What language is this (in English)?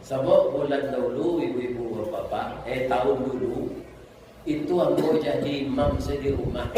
Minangkabau